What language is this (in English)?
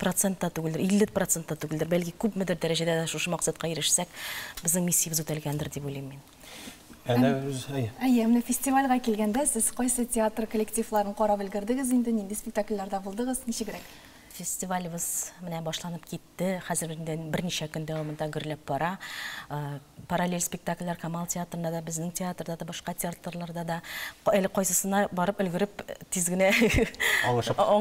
Tatar